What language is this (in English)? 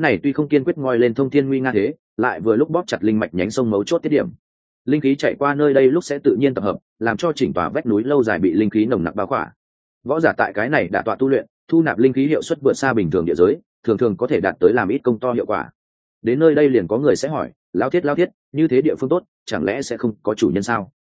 Vietnamese